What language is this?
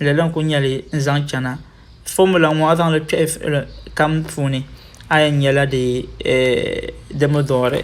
Dagbani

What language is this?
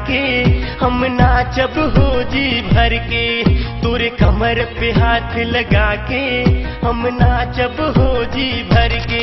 Bhojpuri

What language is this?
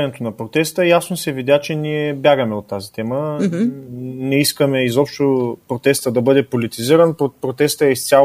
Bulgarian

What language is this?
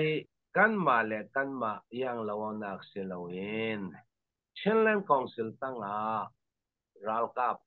Falam Chin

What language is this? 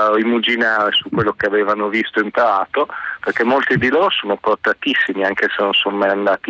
Italian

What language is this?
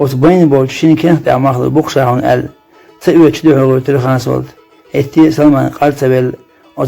Chechen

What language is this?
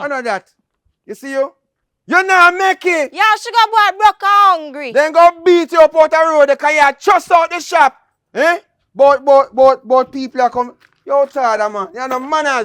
Jamaican Creole English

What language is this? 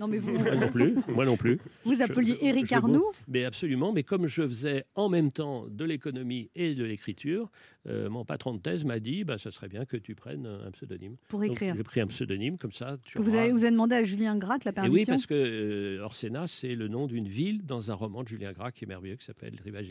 French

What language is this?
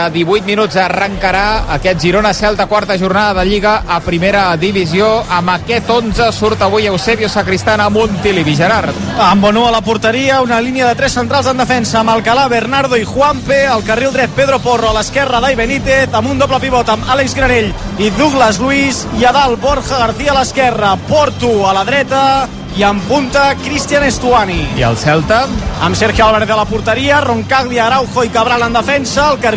Catalan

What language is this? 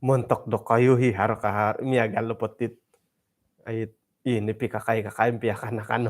Central Dusun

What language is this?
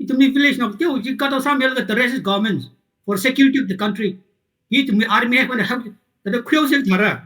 Tangkhul Naga (India)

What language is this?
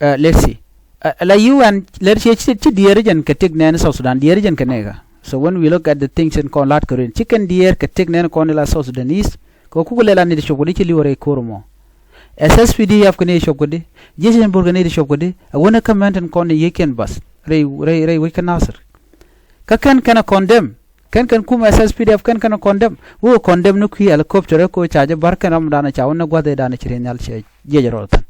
Nuer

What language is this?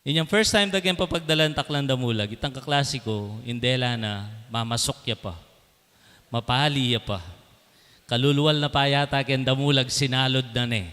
Pampanga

